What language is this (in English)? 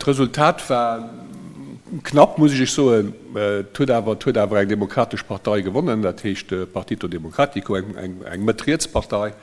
Luxembourgish